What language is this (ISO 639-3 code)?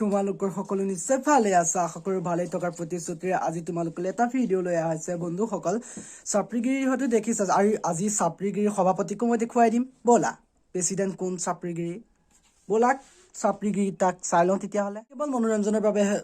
asm